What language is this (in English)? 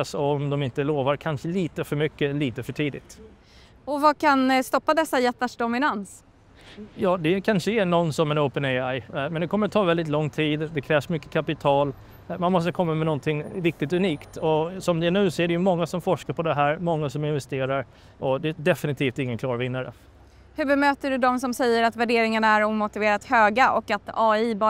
Swedish